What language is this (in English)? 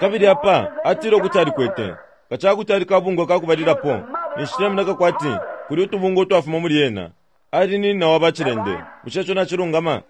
Bemba